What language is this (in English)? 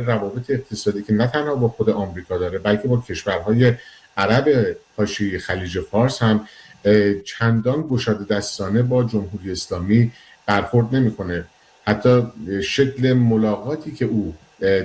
Persian